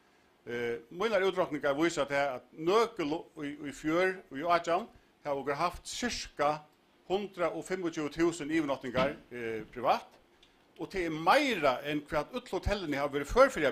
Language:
Faroese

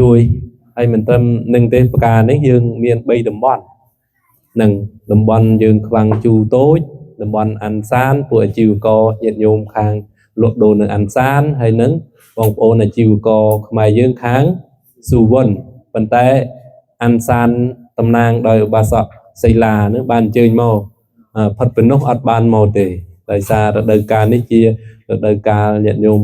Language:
Khmer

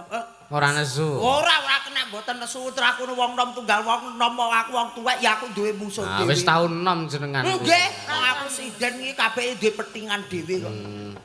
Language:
Javanese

